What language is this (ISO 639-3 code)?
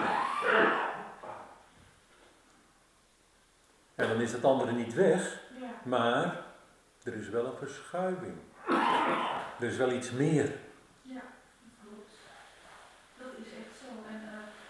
nld